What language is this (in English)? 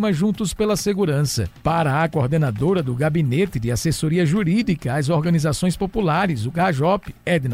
Portuguese